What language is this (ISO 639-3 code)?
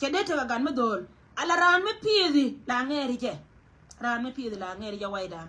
nus